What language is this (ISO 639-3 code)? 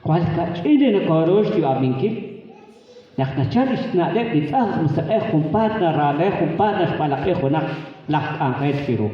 kek